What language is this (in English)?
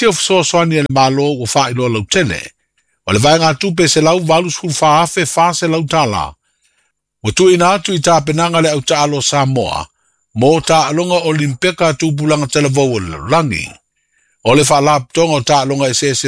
Samoan